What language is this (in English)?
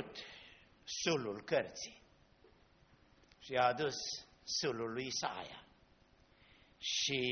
Romanian